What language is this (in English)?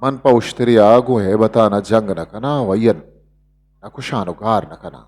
Eastern Balochi